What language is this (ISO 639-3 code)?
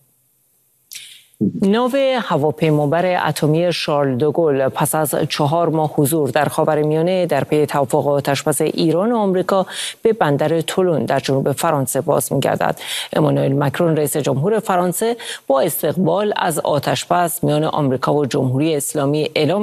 fas